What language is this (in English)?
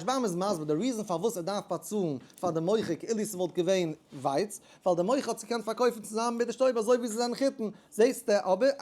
Yiddish